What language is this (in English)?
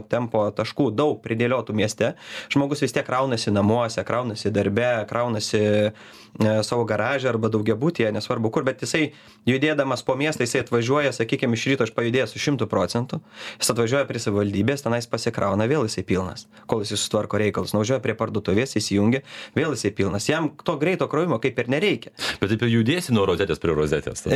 Lithuanian